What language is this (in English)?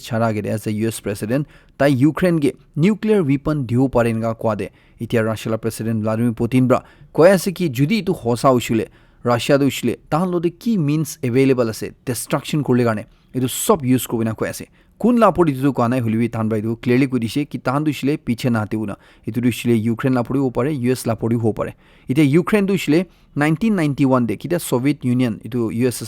Naga Pidgin